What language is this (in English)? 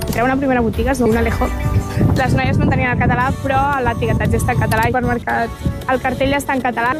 Catalan